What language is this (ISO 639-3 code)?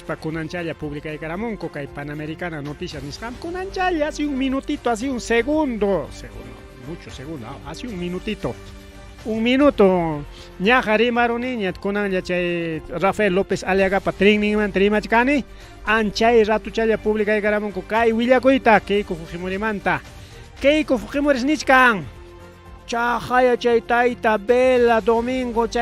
quy